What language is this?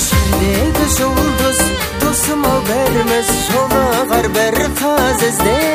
Kazakh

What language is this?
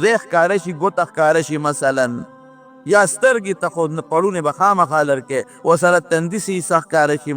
Pashto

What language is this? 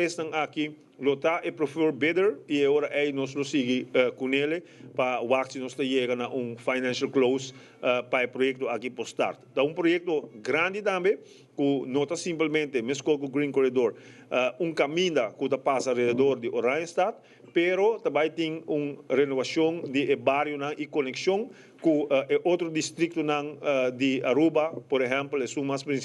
Papiamento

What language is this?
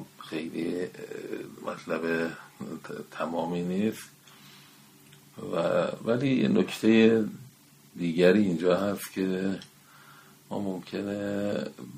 Persian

